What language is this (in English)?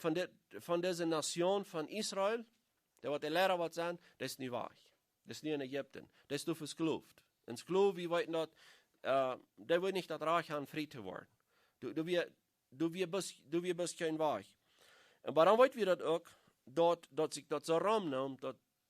Plautdietsch